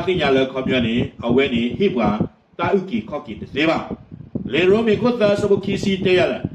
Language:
S'gaw Karen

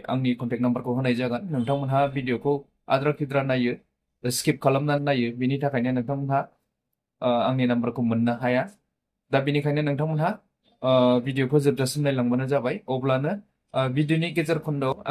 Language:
Bodo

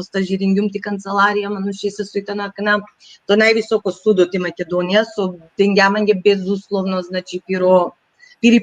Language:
Balkan Romani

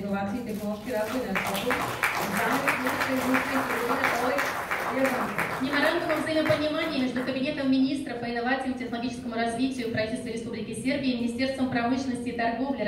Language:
Serbian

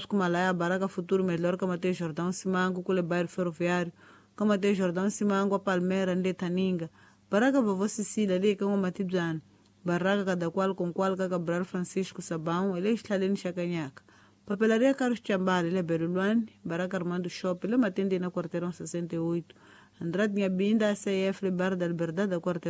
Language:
Tsonga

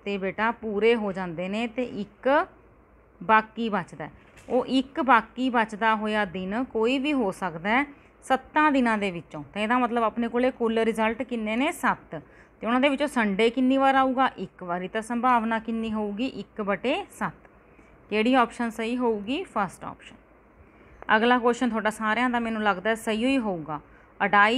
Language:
Punjabi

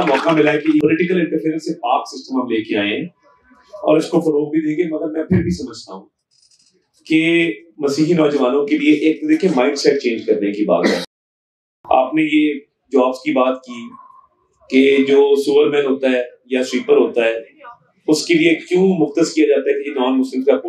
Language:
Urdu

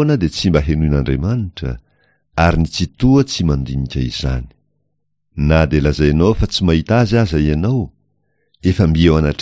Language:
Malagasy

